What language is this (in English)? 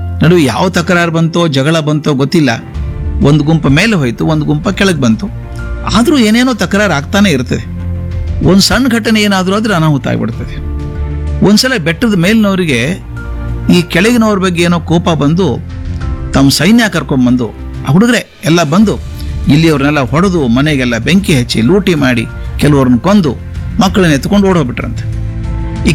Kannada